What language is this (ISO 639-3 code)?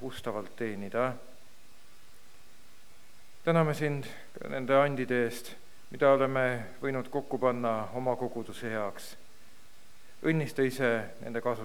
est